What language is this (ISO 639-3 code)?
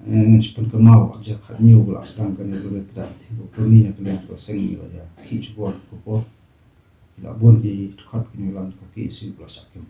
kha